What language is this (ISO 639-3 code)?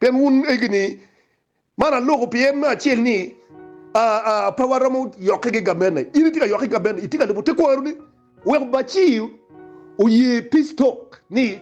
ach